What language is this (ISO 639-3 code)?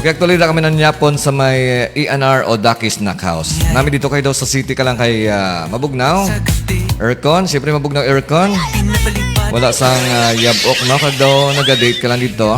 hil